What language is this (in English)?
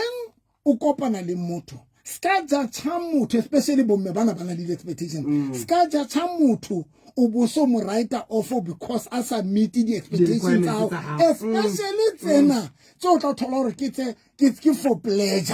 Southern Sotho